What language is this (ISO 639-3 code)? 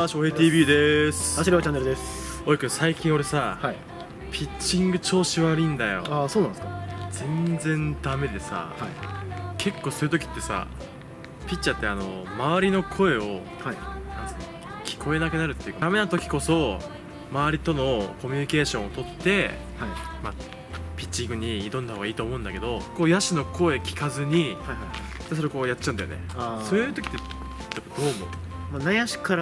jpn